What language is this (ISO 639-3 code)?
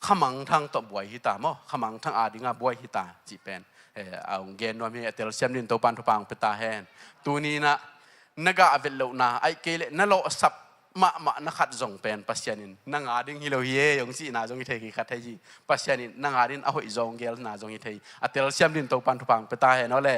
ctd